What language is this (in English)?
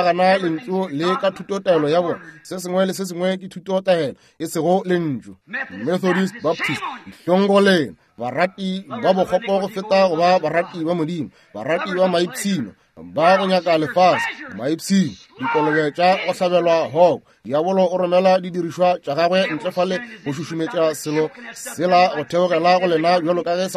Northern Sotho